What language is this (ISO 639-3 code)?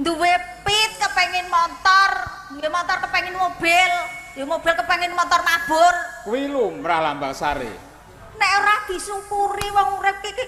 jav